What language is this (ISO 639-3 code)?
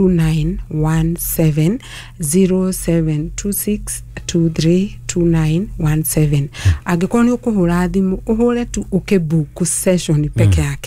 kik